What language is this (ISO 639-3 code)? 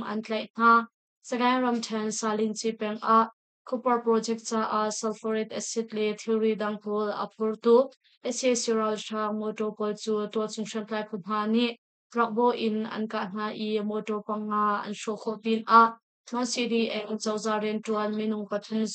cnh